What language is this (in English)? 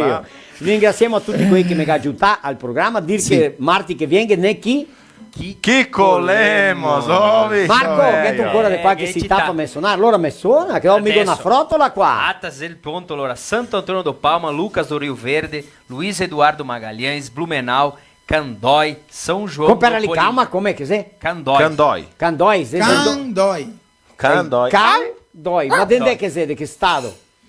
Venetian